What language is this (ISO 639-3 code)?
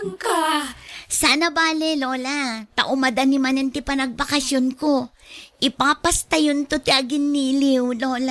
ilo